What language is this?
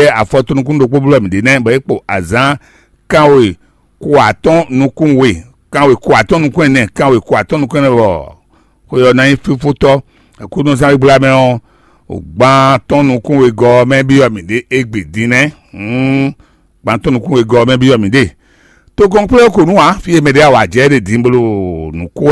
Fon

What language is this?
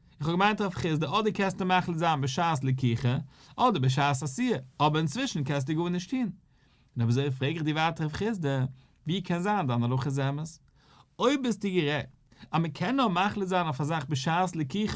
Yiddish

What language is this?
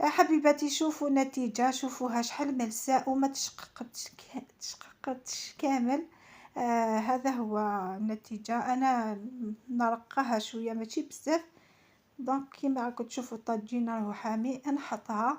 Algerian Arabic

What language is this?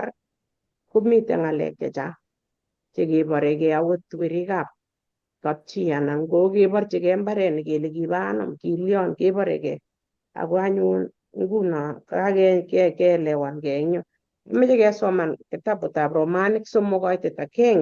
Kalenjin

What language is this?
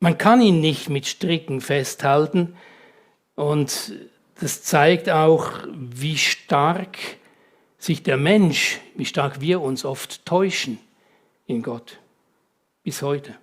Swiss German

